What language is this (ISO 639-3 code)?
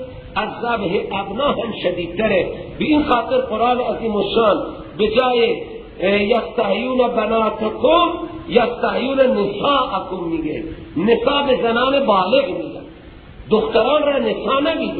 fas